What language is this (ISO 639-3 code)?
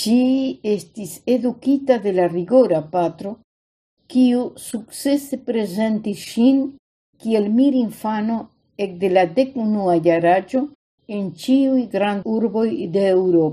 epo